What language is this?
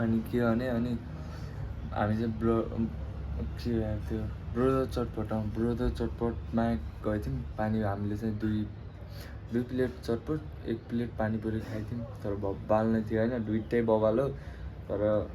Nepali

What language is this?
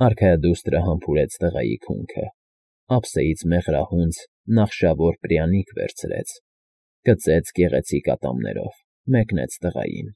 Armenian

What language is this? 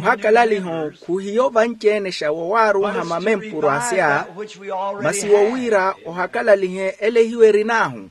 Makhuwa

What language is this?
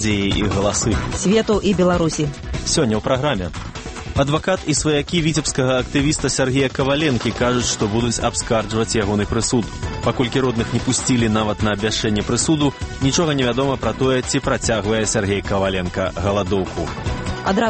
Belarusian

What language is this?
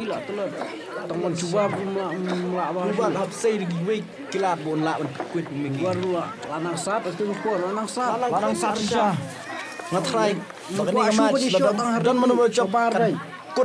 Khasi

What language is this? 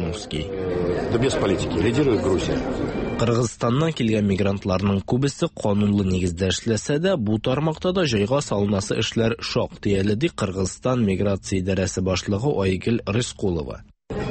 Tatar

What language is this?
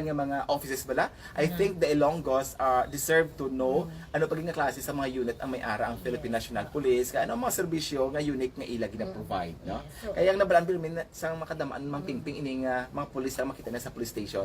Hiligaynon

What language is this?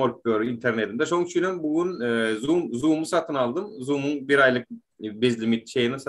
Turkmen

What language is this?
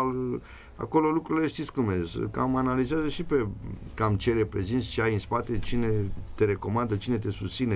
Romanian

